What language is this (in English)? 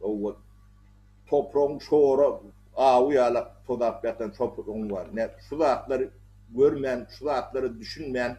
Turkmen